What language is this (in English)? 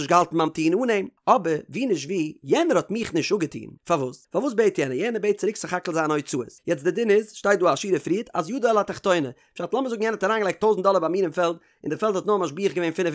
Yiddish